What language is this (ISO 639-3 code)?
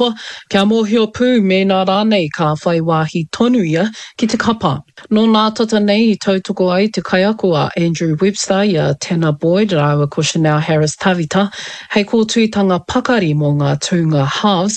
mri